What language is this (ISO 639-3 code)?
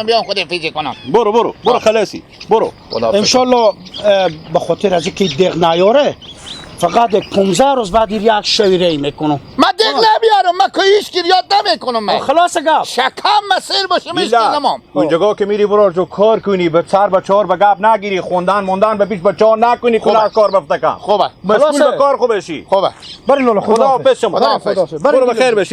haz